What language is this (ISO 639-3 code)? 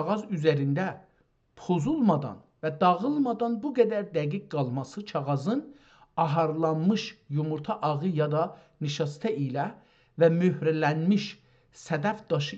azb